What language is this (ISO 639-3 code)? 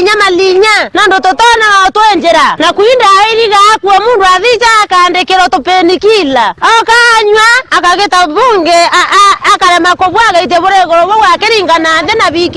mer